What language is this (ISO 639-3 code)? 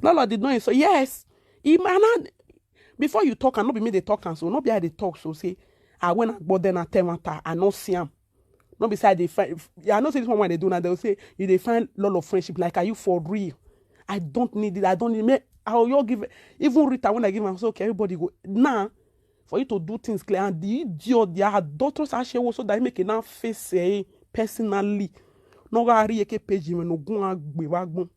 pcm